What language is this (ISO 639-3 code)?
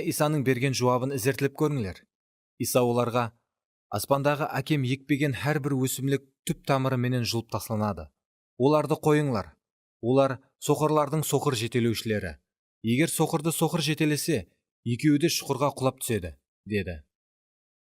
kaa